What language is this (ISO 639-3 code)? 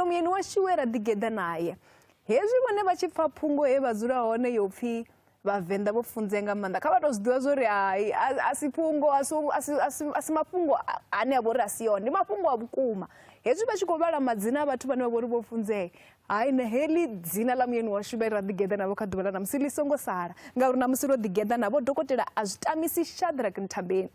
ven